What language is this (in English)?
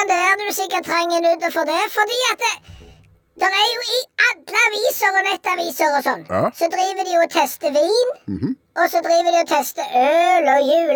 Norwegian